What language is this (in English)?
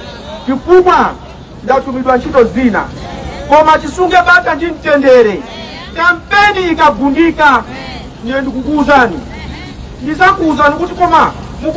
Nyanja